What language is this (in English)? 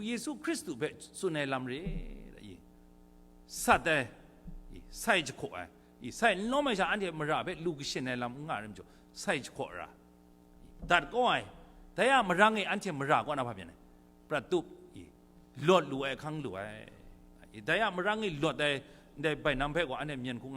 Kachin